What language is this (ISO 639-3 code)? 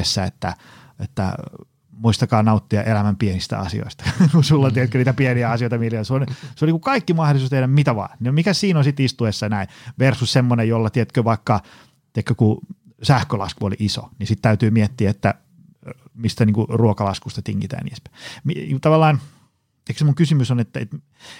fin